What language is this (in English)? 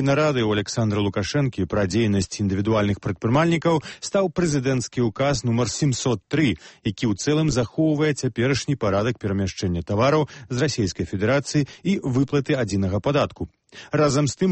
Belarusian